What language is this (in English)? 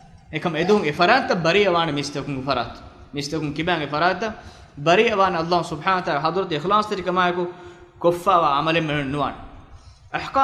Divehi